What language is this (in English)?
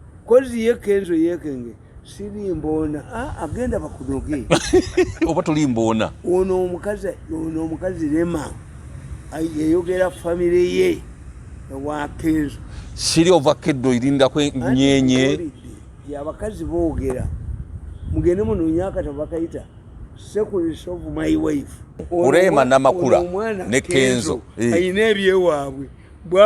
Ganda